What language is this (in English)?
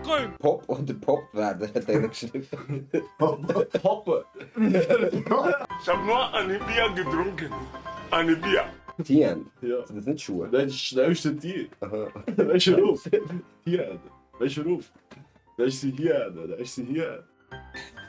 Swiss German